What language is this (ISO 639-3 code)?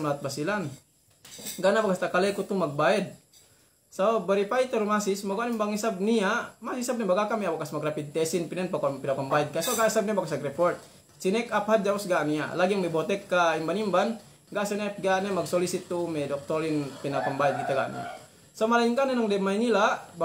yka